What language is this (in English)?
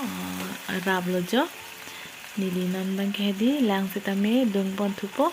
Karbi